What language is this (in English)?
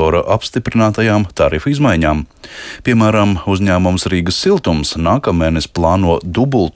Latvian